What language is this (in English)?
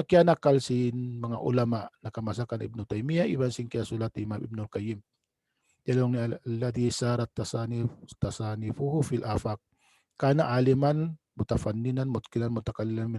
Tausug